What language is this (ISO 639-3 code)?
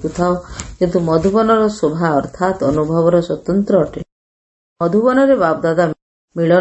ori